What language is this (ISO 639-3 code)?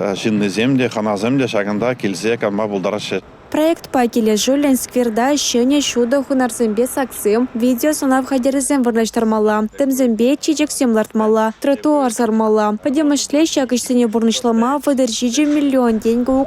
chv